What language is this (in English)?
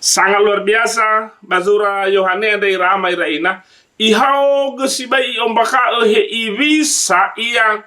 Nias